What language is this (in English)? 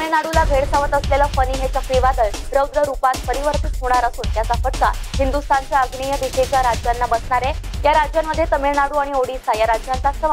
Marathi